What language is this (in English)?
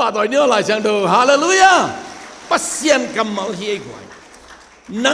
Tedim Chin